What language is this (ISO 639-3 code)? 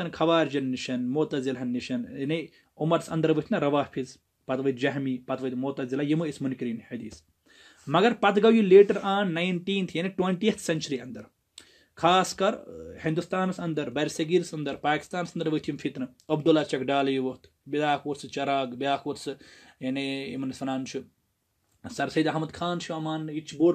kas